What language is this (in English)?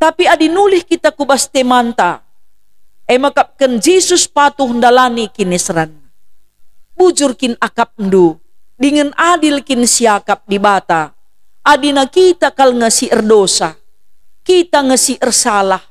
Batak Karo